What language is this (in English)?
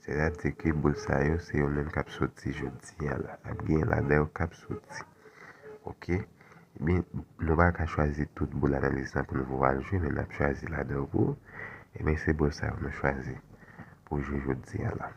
Haitian Creole